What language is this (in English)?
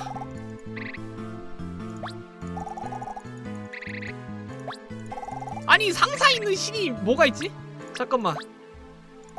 Korean